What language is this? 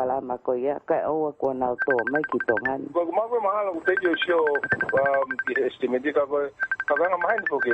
Tongan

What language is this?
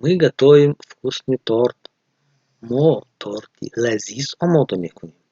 Tajik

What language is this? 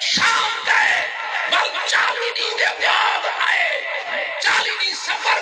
Saraiki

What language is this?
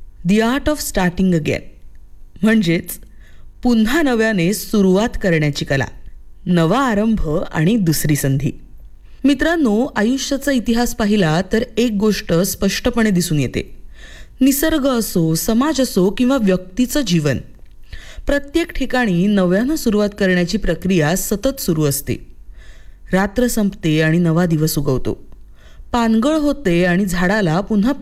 Marathi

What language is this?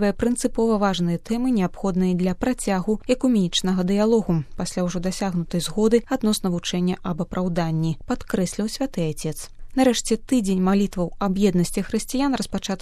Belarusian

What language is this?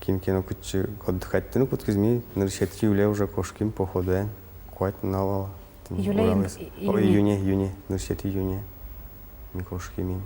Udmurt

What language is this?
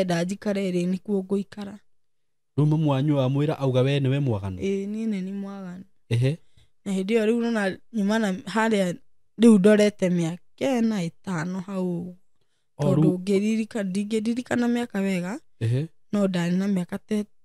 Kikuyu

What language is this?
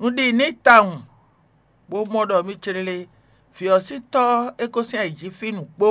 Fon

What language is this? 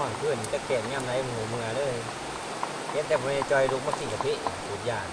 Northeastern Thai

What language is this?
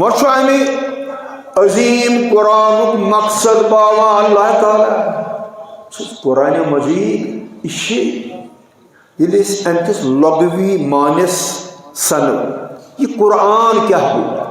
Kashmiri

